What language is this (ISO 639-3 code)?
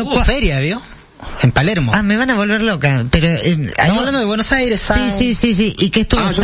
spa